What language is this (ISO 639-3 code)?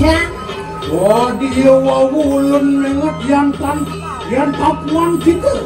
ban